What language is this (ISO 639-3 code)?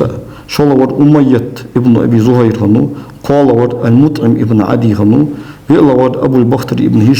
inh